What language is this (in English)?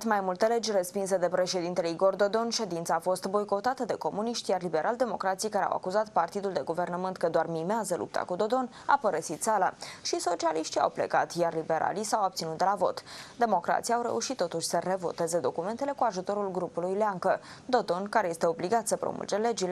Romanian